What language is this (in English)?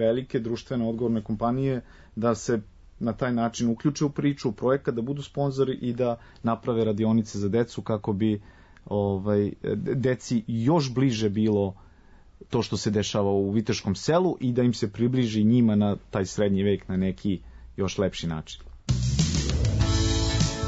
Serbian